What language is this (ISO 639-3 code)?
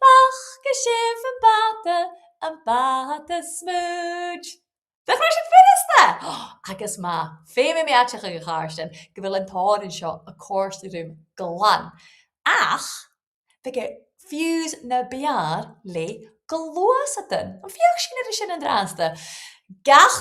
gla